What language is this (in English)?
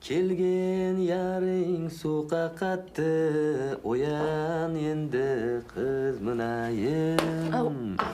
Kara-Kalpak